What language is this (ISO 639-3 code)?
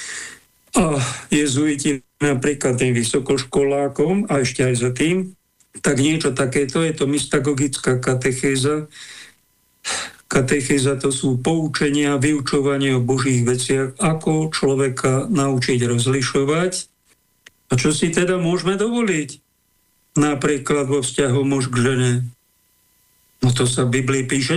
slk